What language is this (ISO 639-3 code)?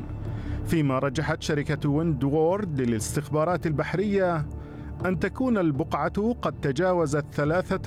ara